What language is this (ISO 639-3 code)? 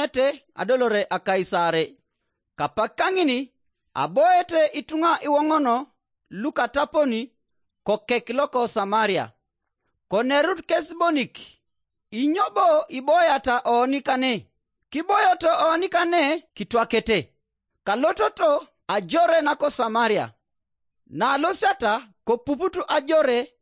teo